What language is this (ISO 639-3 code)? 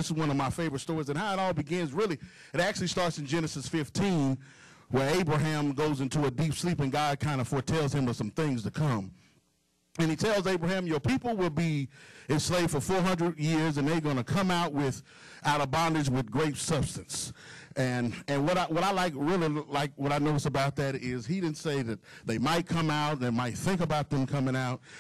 eng